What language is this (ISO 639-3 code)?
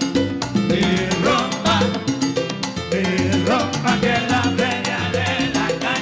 spa